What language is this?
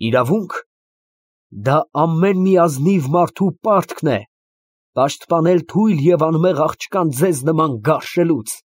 Armenian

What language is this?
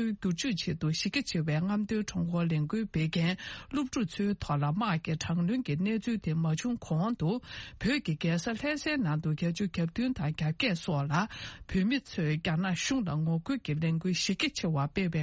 Tibetan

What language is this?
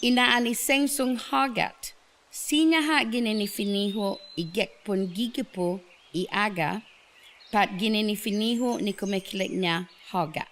Chamorro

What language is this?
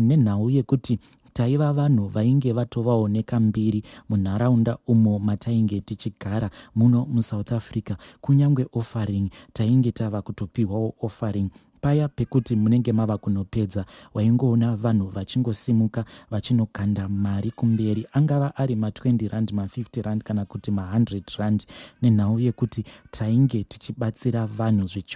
Shona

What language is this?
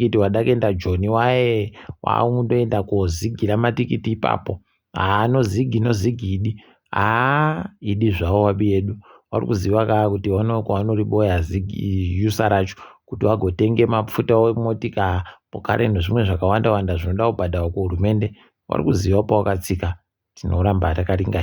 Ndau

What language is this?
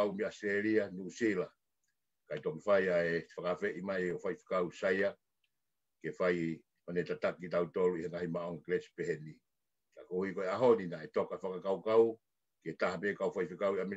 Tongan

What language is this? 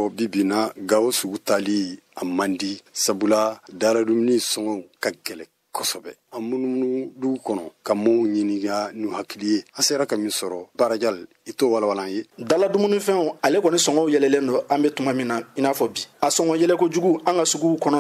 Bambara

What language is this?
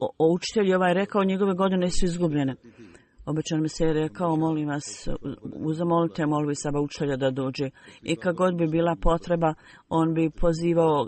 Bosnian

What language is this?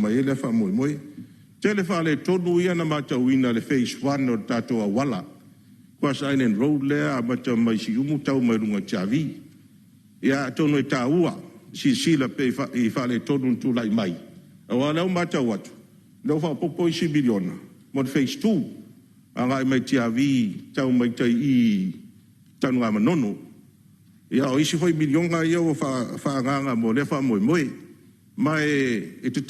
Samoan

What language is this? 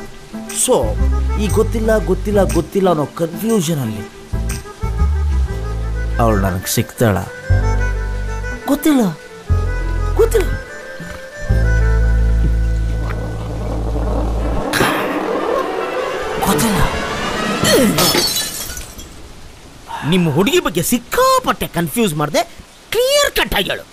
Kannada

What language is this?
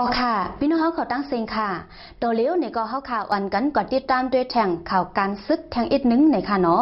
Shan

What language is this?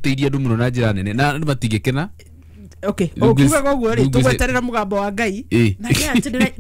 Kikuyu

